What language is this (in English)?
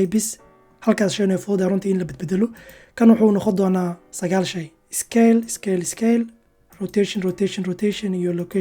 Somali